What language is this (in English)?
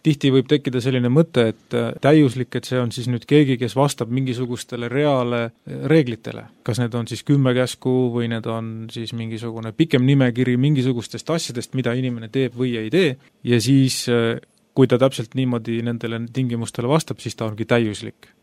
Estonian